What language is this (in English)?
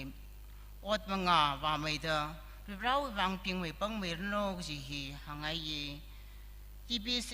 Tangkhul Naga (India)